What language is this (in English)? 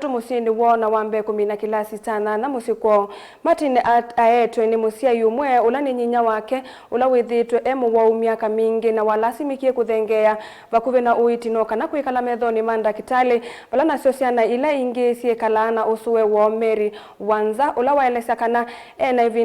Kamba